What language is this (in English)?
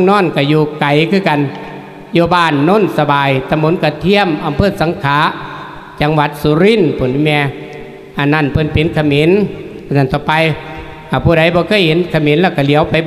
Lao